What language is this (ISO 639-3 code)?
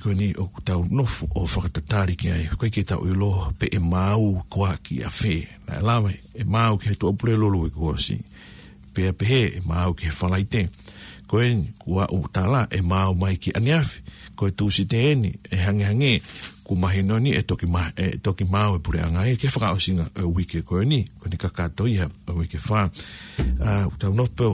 ton